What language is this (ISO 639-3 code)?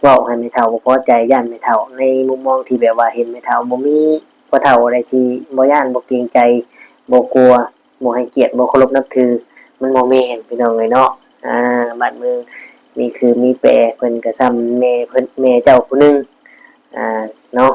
lao